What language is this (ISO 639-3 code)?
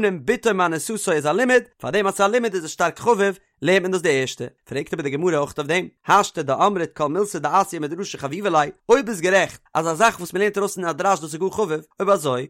yid